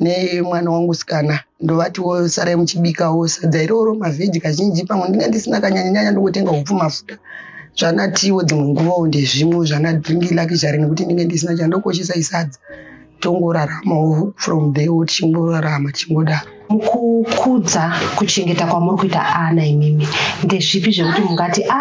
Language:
Shona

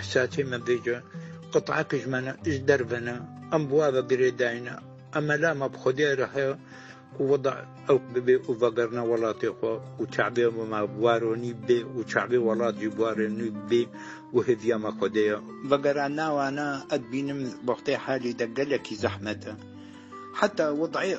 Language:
Kurdish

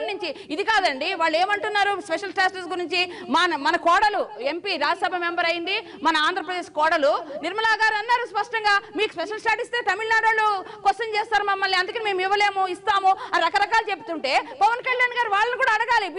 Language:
Telugu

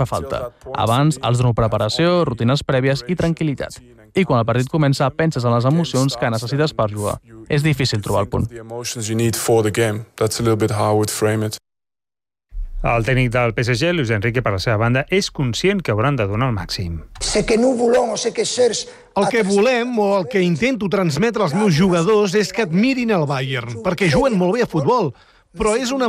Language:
Catalan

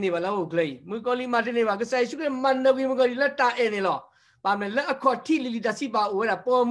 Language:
S'gaw Karen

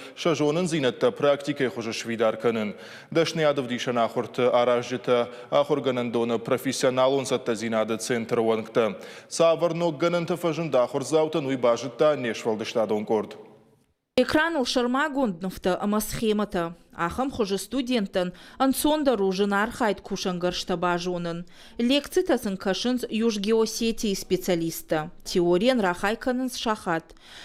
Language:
Ossetic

